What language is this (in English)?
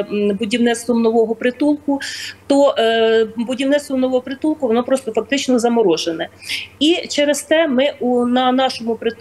Ukrainian